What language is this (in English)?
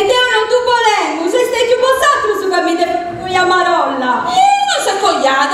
Sardinian